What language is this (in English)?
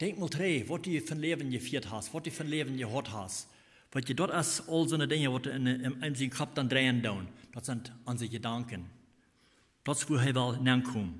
Plautdietsch